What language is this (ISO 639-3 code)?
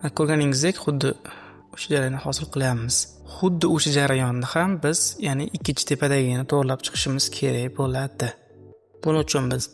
uzb